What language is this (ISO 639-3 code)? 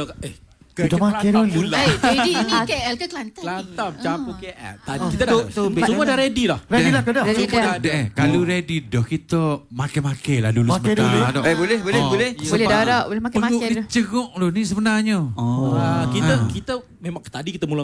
msa